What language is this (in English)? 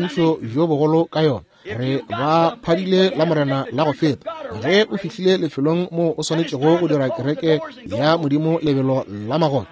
Northern Sotho